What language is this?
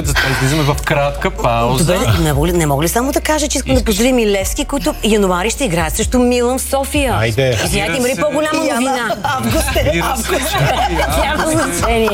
Bulgarian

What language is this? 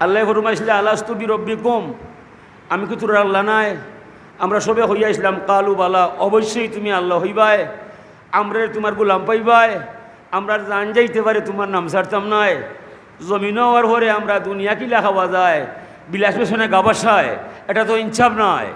Sylheti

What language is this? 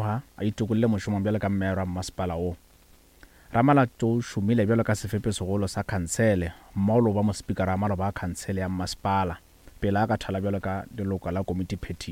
Northern Sotho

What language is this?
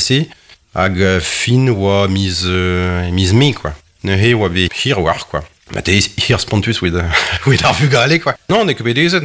Breton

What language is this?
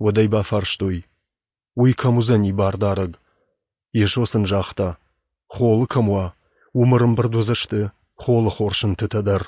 Ossetic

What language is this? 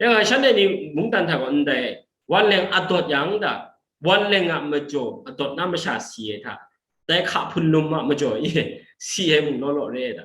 Kachin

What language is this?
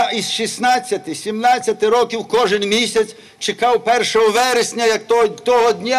Ukrainian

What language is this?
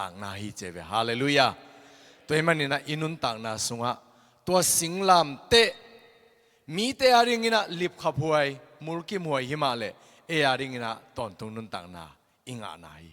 Tedim Chin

